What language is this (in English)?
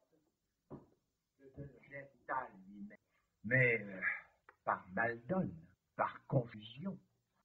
French